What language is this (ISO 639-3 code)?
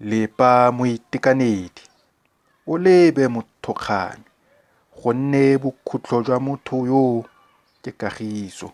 tsn